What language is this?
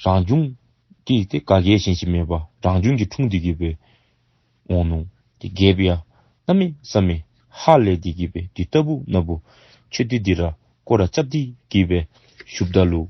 Dzongkha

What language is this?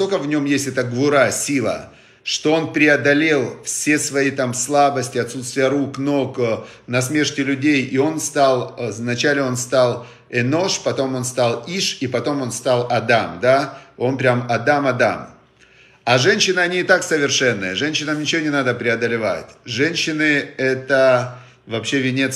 Russian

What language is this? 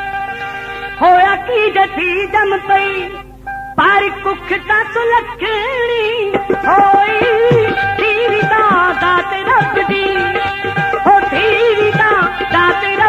Punjabi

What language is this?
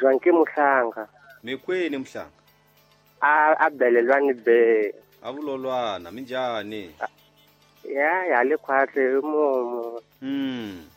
Tsonga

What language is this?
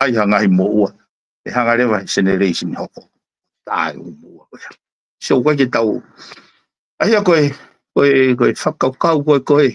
Tongan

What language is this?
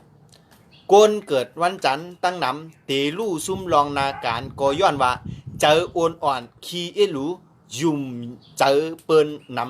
Shan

